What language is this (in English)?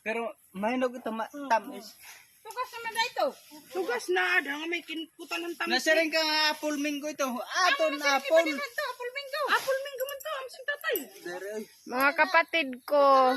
Waray